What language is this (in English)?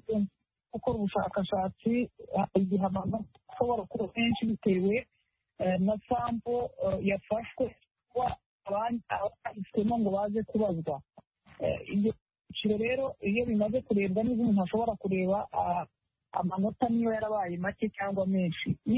Kinyarwanda